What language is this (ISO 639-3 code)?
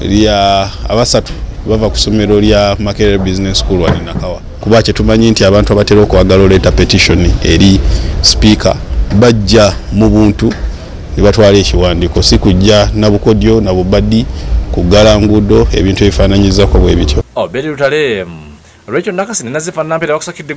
lug